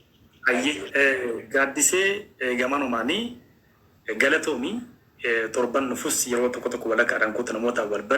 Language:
Oromo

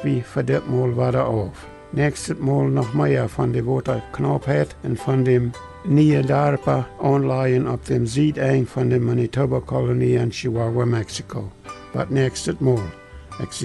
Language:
Plautdietsch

